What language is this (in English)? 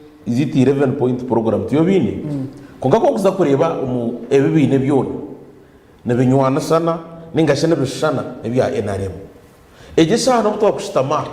Nyankole